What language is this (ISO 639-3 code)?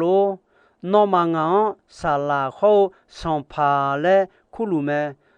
ahk